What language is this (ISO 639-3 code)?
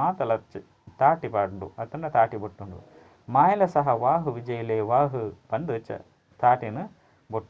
tcy